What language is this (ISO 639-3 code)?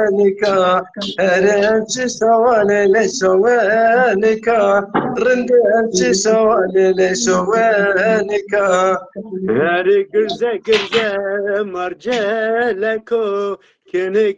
zza